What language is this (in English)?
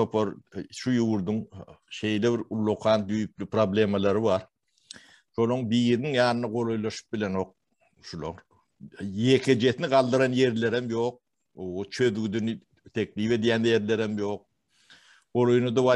Turkmen